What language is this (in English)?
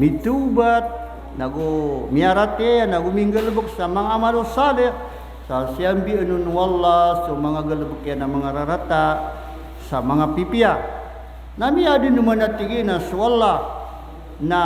Maranao